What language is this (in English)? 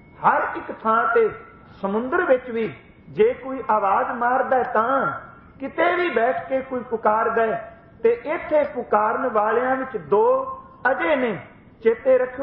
Punjabi